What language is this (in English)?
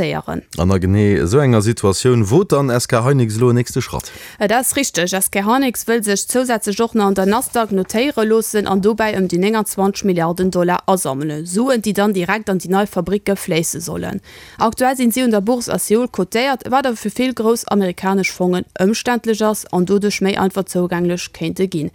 Luxembourgish